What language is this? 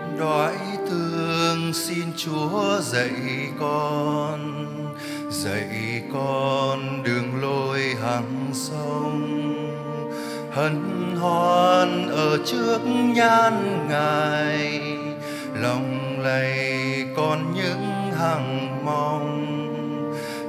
Vietnamese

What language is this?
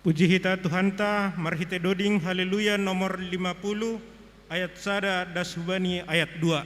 Batak Simalungun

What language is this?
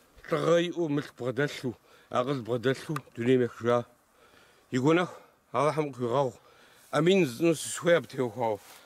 Kabardian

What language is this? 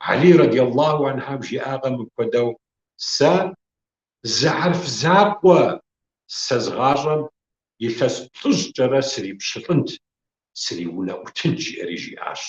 Kabardian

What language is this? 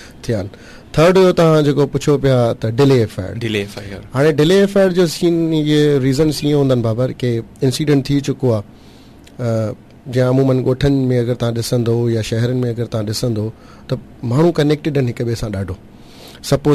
Sindhi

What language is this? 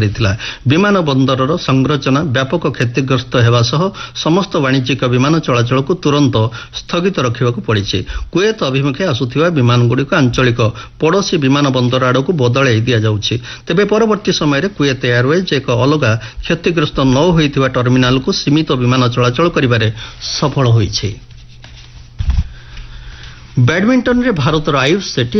Odia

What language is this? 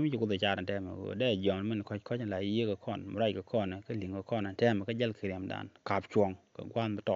Nuer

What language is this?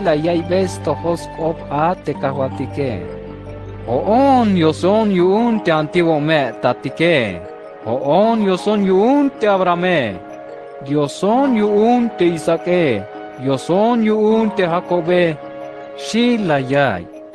Tzeltal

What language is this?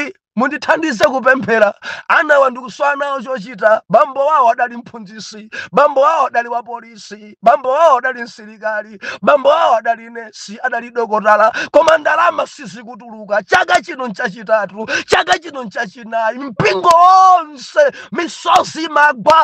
Nyanja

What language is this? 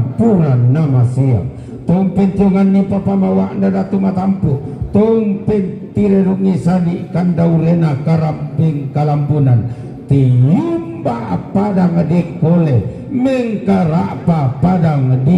Toraja-Sa'dan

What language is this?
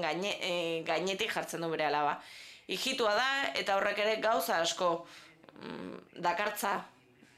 Basque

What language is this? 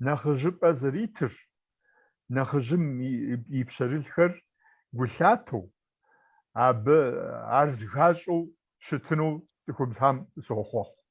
Kabardian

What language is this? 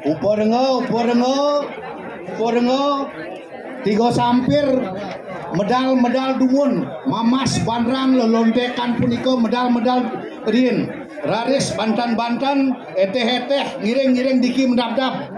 Balinese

